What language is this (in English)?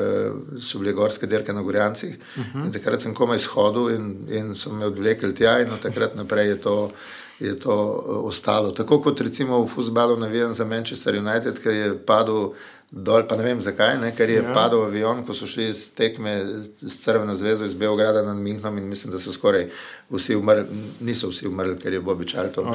Slovenian